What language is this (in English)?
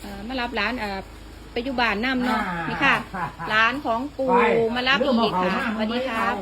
Northeastern Thai